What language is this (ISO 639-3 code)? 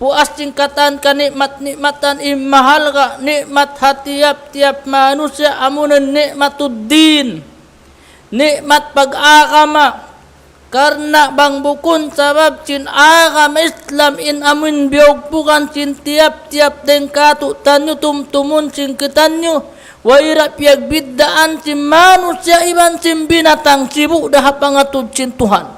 tsg